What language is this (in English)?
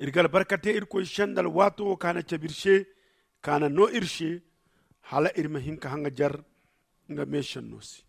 Zarma